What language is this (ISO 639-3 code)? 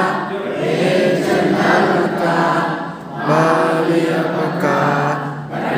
kan